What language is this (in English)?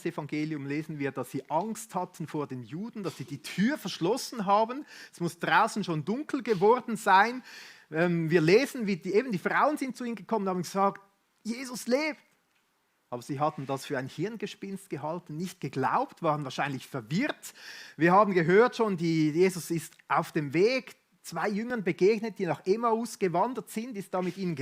Swiss German